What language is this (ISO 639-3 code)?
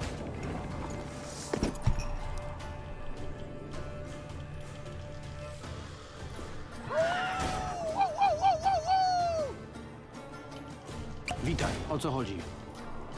pol